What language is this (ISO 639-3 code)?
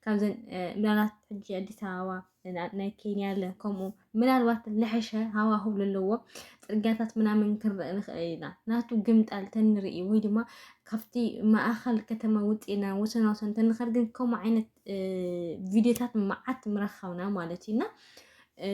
tir